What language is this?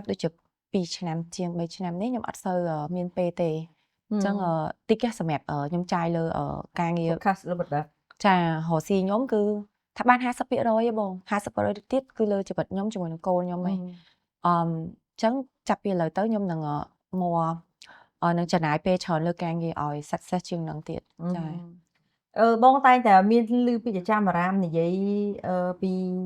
Khmer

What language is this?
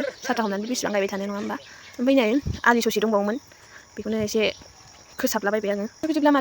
Bodo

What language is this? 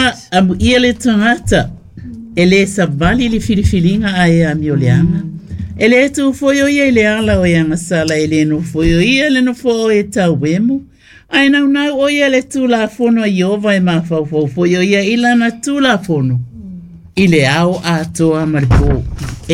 Samoan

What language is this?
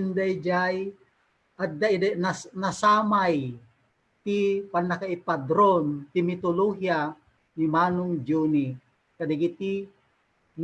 Iloko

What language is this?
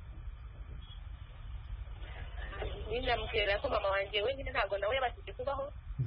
Kinyarwanda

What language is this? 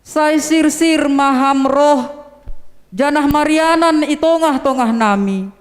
Batak Simalungun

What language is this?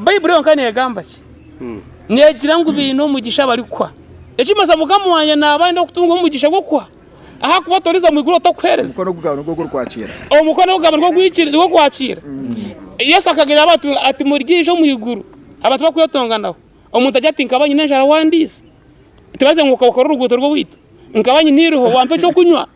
Nyankole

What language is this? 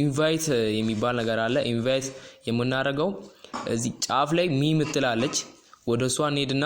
Amharic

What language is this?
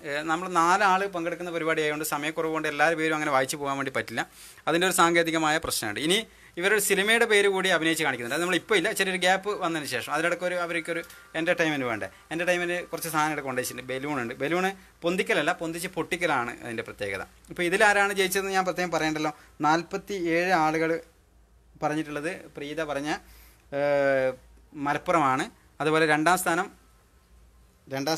Malayalam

